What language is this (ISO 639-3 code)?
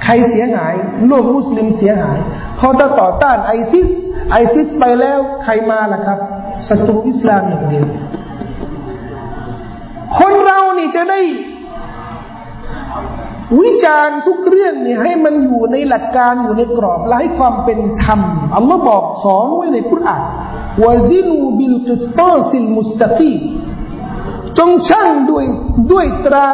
tha